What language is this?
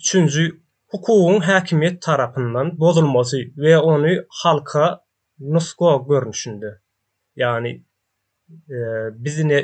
Turkmen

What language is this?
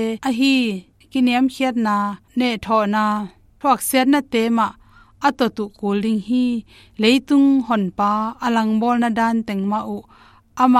Tedim Chin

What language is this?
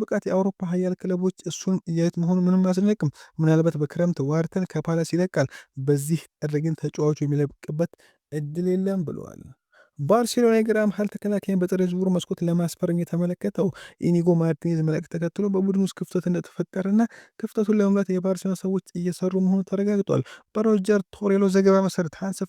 Amharic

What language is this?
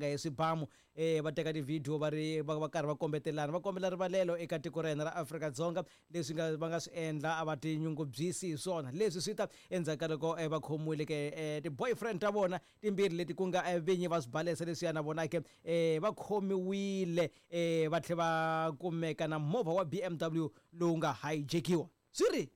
Tsonga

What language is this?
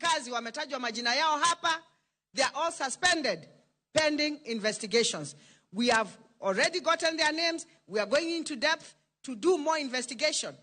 Luo (Kenya and Tanzania)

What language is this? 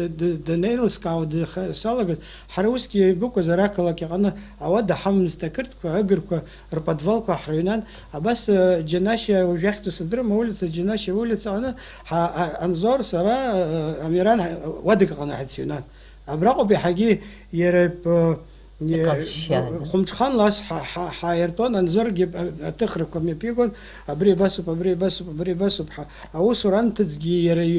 Abkhazian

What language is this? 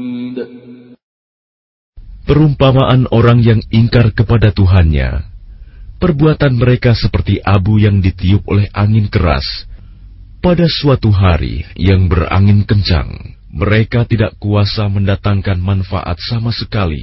Indonesian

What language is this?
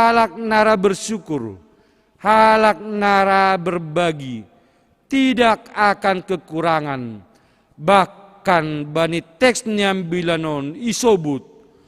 Batak Simalungun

